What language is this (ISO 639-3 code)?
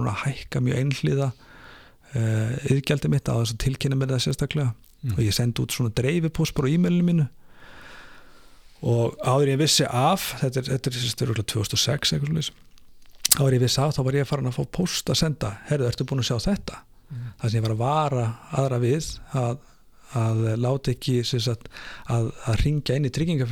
isl